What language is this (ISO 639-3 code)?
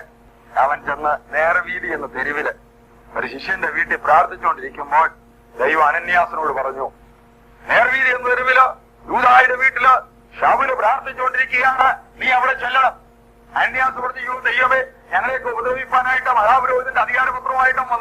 mal